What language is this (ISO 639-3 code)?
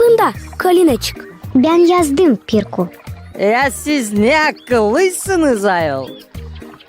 gag